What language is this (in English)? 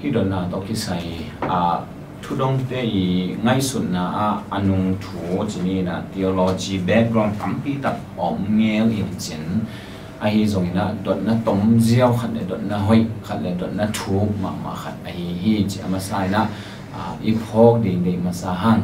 Tedim Chin